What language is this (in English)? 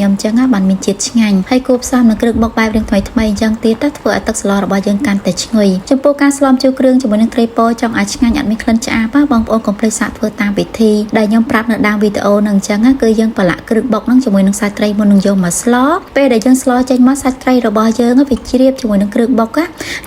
Khmer